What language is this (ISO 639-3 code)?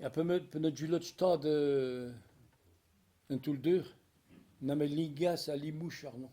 bre